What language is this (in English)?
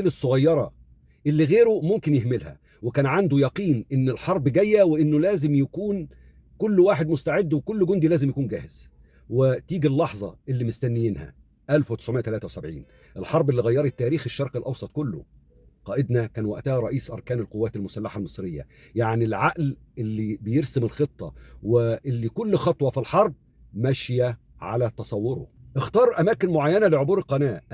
Egyptian Arabic